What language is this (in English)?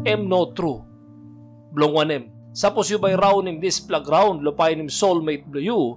Tok Pisin